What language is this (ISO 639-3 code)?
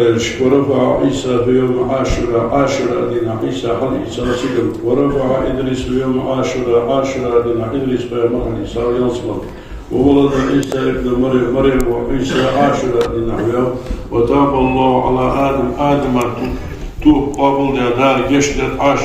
inh